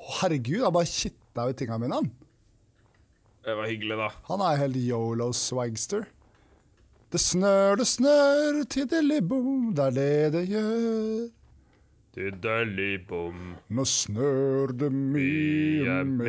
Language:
Norwegian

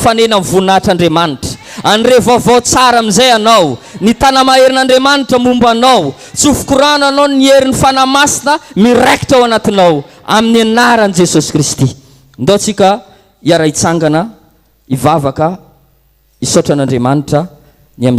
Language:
Malagasy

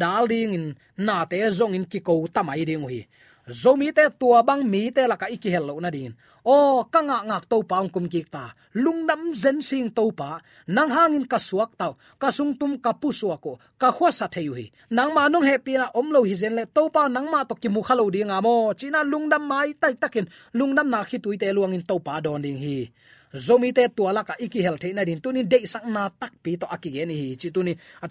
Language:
Tedim Chin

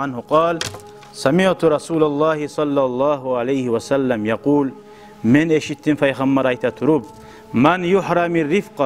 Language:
Kumyk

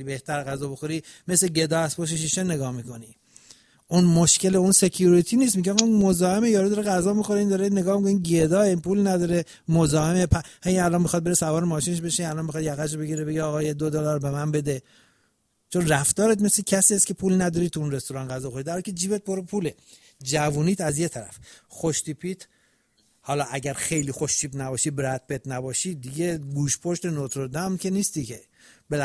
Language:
Persian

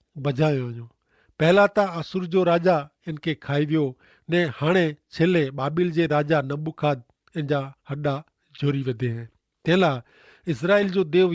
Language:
Kachhi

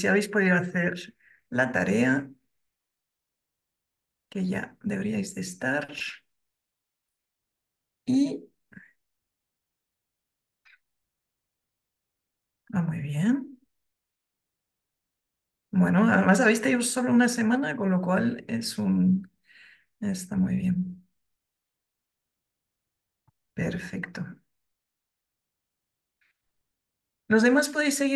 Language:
Spanish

